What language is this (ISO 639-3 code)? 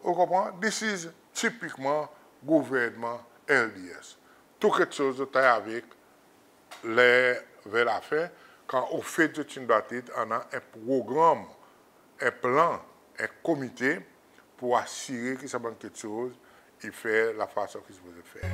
crs